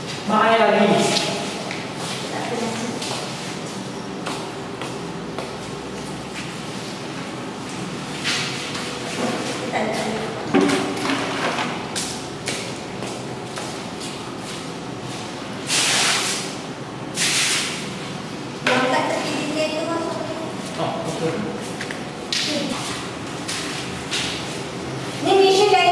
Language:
Malay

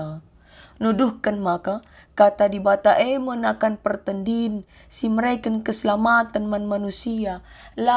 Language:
Batak Karo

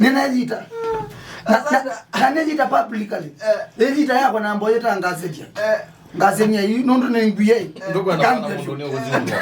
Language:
Kamba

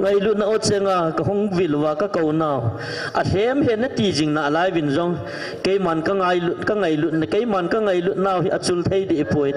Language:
Thado Chin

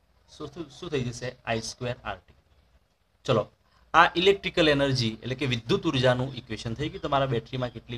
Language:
Gujarati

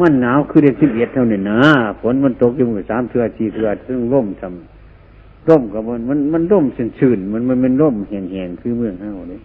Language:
Northeastern Thai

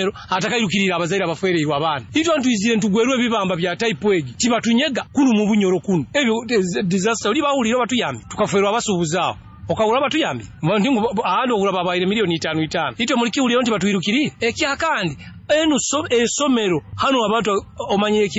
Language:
Nyoro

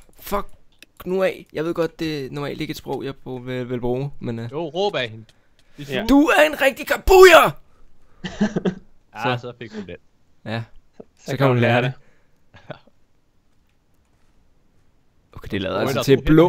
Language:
Danish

